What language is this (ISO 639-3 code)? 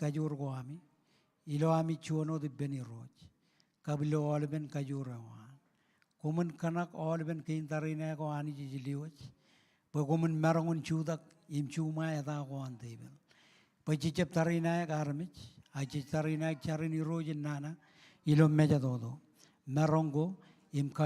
mah